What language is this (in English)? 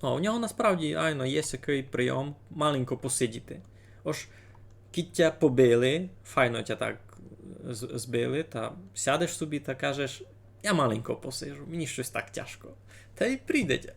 Rusyn